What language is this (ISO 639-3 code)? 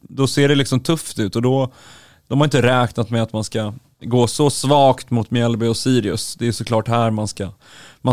swe